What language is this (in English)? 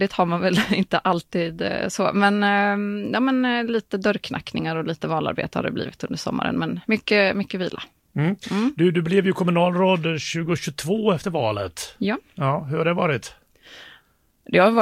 Swedish